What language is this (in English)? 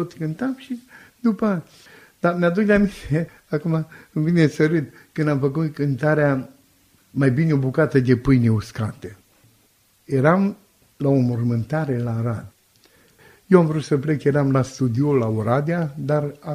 Romanian